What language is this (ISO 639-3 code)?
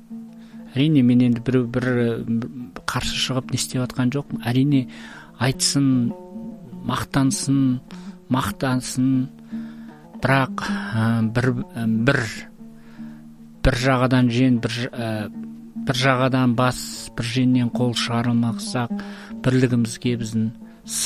kaz